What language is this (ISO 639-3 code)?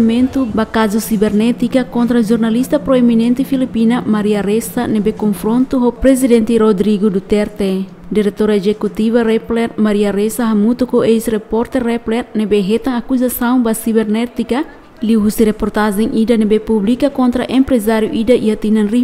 tet